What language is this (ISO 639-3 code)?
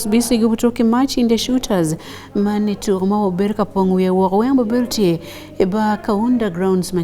ach